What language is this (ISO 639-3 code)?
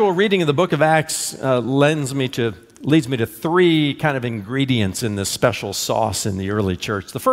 eng